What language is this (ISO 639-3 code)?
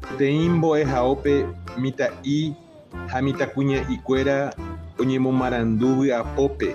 grn